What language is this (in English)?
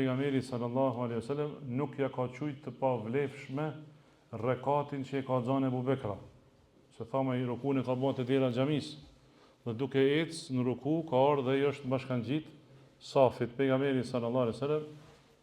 Albanian